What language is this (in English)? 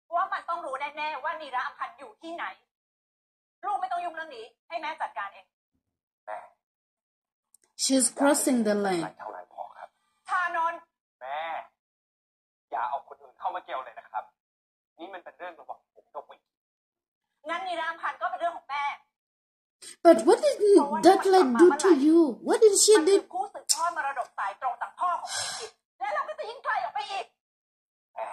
Thai